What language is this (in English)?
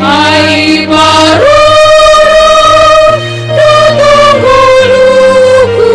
Batak Simalungun